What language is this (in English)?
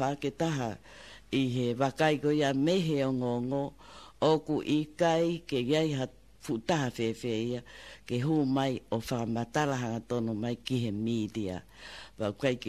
Tongan